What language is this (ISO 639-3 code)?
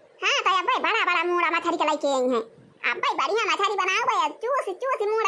awa